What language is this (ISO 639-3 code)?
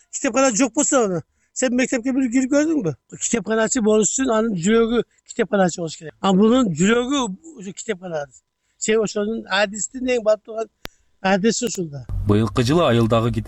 kir